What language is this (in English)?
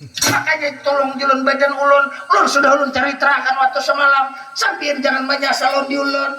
Banjar